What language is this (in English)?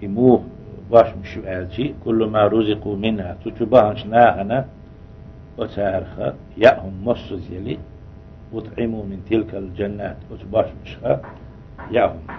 Chechen